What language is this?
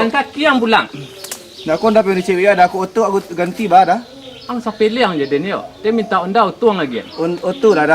Minangkabau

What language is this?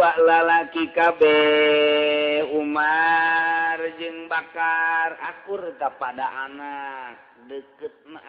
Sundanese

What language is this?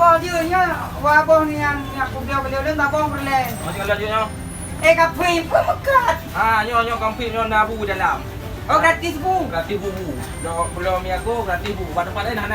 Achinese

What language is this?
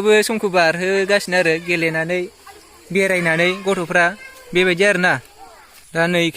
Bodo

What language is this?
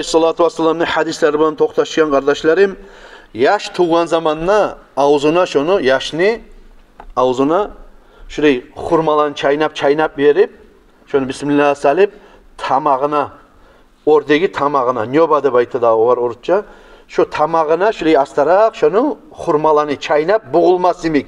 Kumyk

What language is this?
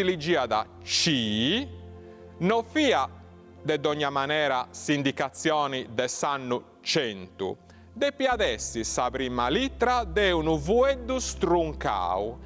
Sardinian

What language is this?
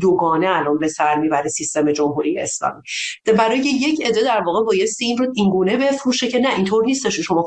Persian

